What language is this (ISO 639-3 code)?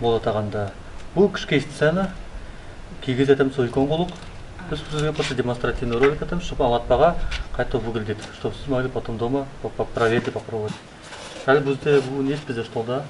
nog